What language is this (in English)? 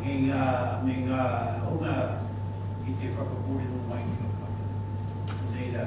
Māori